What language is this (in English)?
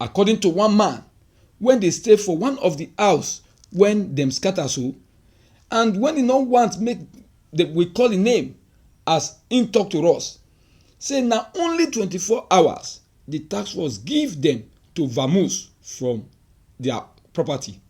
Nigerian Pidgin